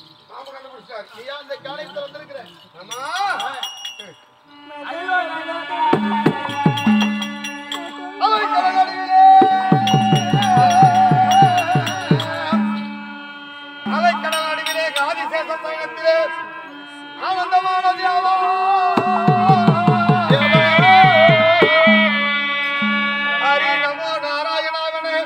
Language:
Tamil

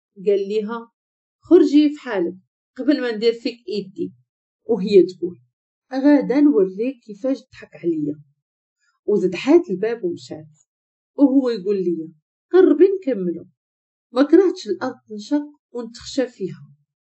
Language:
Moroccan Arabic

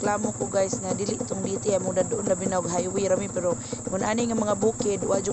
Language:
Cebuano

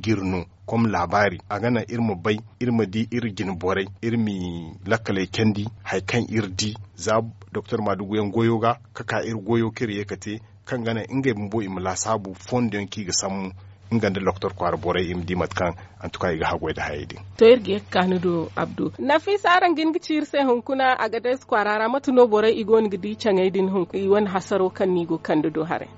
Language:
Zarma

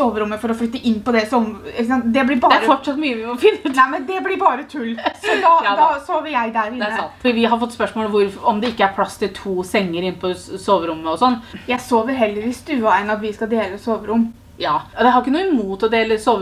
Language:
Norwegian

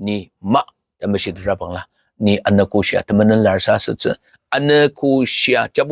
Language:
Ao Naga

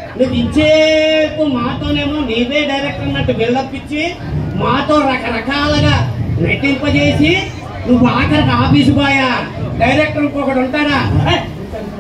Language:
Telugu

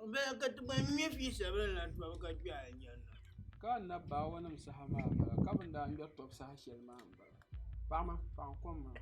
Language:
Dagbani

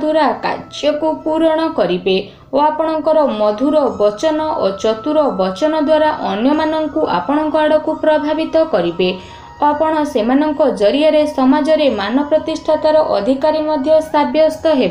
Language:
Odia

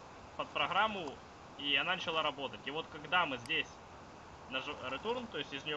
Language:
Russian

